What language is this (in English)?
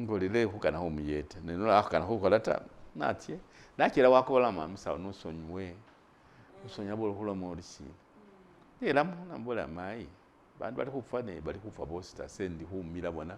Masaaba